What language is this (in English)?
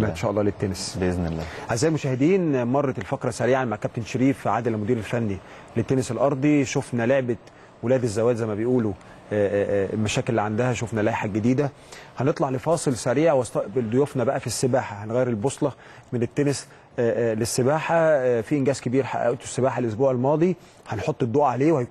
Egyptian Arabic